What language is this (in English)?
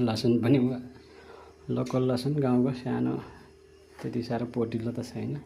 Nepali